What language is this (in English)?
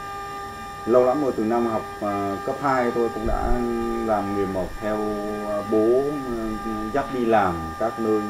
Vietnamese